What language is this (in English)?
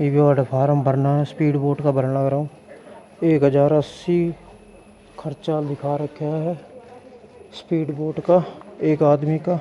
Haryanvi